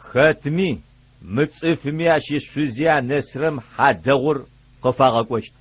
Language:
Adyghe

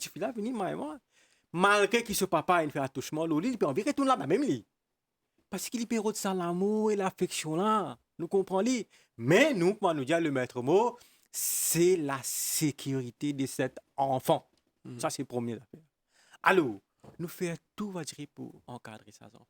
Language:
Morisyen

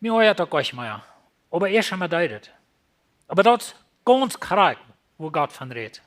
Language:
Plautdietsch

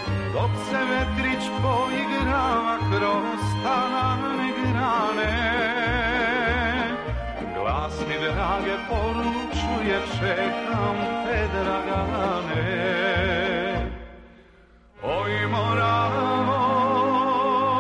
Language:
Serbian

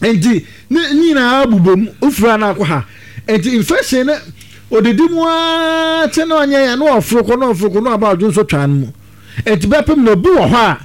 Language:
Akan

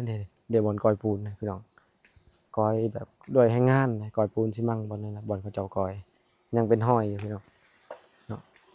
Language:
Lao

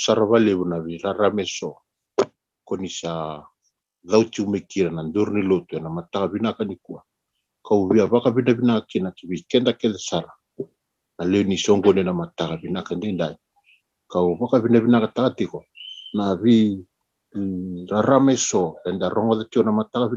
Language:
Fijian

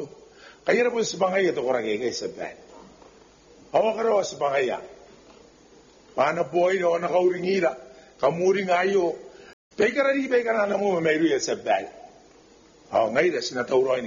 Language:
Gilbertese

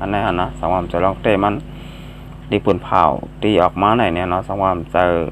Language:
Shan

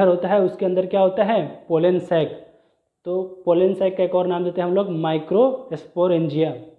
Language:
Hindi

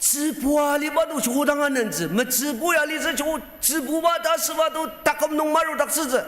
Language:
Ao Naga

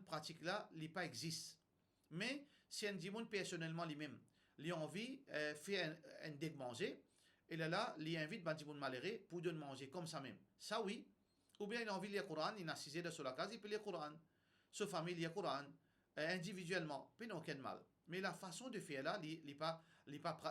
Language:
Morisyen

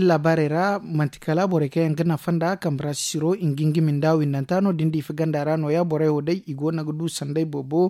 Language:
Zarma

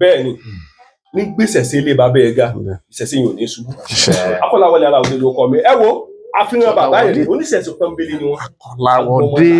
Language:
Yoruba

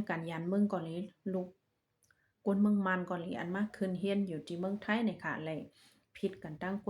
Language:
Shan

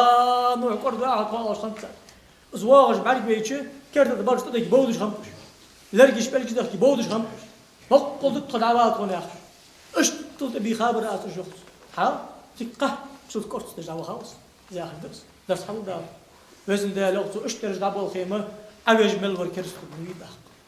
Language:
Ingush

